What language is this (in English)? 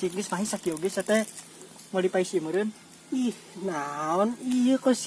Sundanese